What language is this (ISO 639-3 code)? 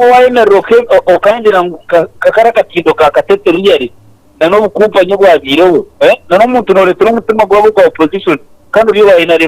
nyn